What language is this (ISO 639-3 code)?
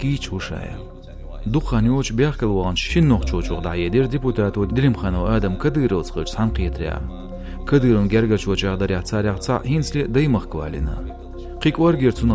che